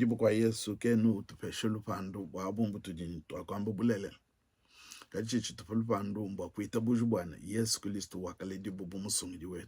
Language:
Luba-Lulua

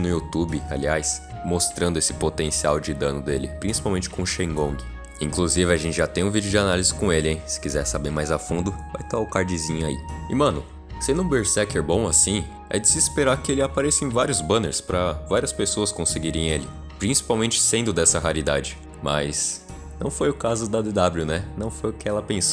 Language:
Portuguese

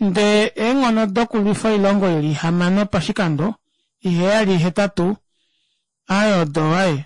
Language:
Kuanyama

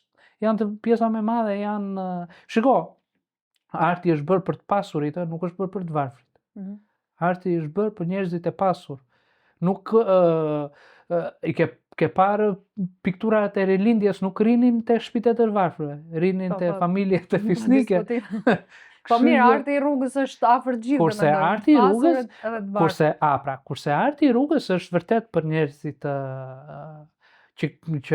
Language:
Albanian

